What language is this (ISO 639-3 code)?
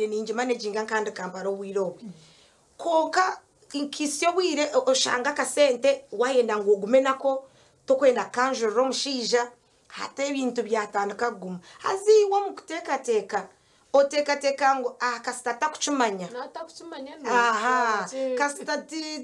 nyn